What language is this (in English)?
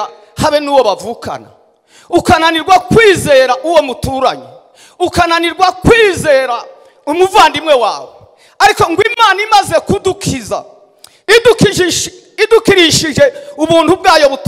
Kinyarwanda